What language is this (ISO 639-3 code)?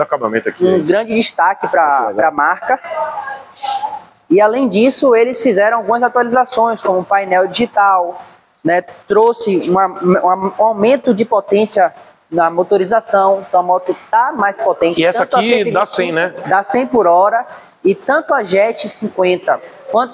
por